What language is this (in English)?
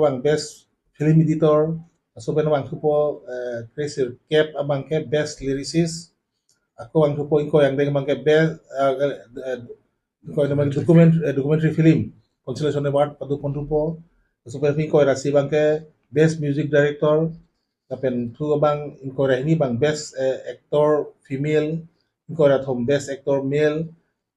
Karbi